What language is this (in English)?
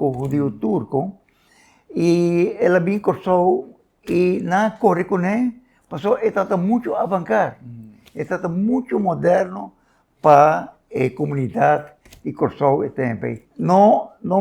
Papiamento